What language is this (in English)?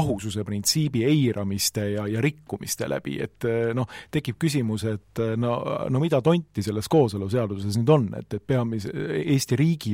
Estonian